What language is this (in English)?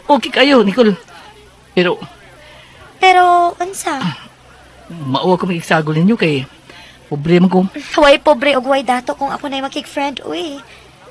Cebuano